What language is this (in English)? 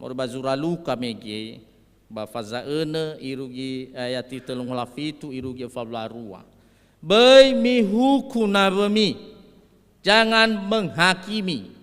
Nias